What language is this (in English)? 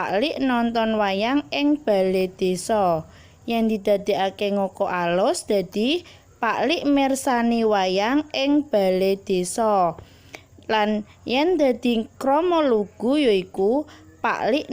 Javanese